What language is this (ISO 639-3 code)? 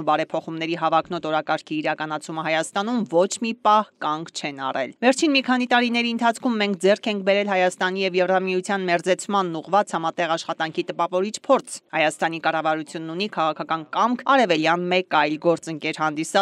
hye